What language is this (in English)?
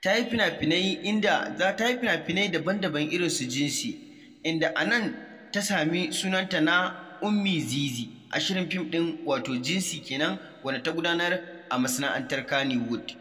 Hausa